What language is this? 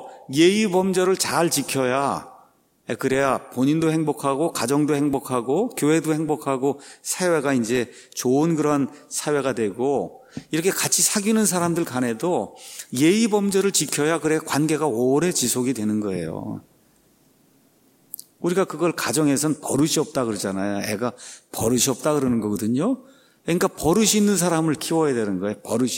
Korean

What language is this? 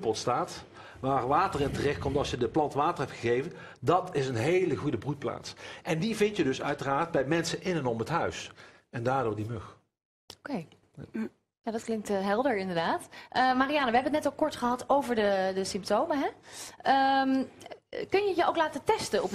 Dutch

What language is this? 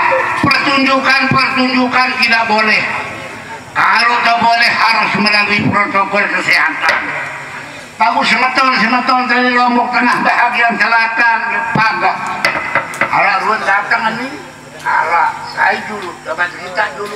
Sasak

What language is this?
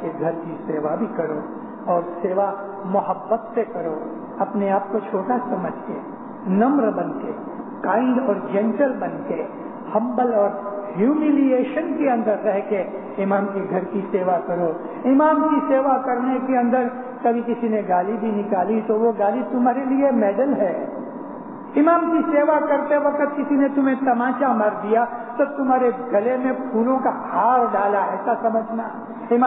Urdu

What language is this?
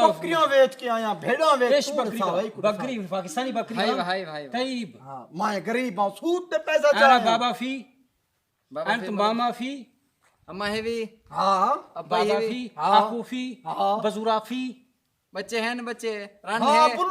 Saraiki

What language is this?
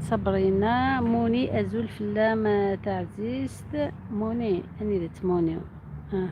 Algerian Arabic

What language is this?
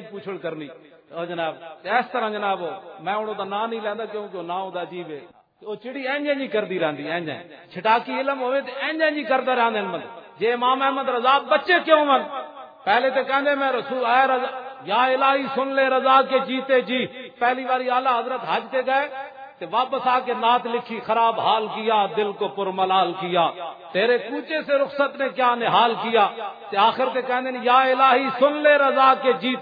Western Panjabi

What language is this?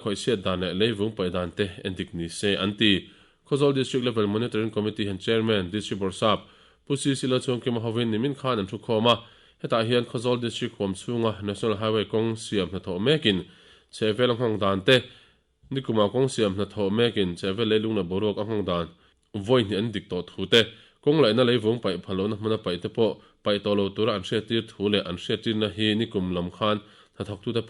Mizo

